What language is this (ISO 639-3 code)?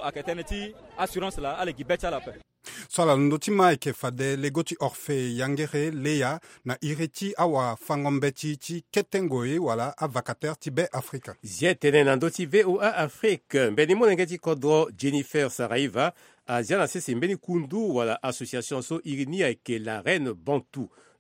sag